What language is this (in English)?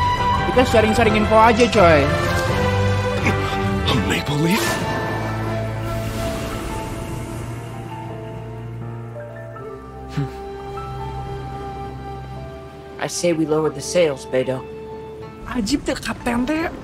Indonesian